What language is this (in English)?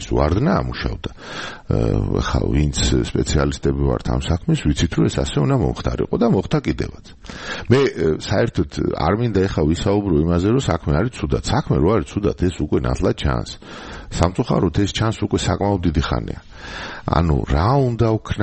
Georgian